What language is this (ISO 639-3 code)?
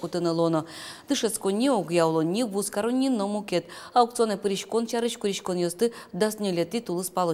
udm